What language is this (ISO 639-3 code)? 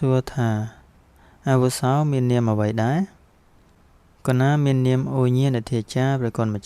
khm